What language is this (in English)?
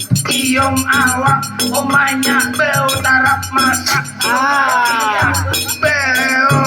Banjar